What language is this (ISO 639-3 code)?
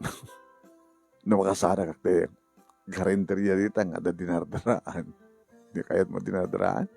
ilo